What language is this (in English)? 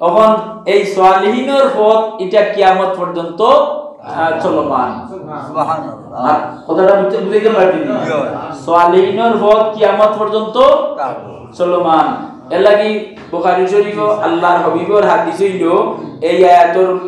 Sylheti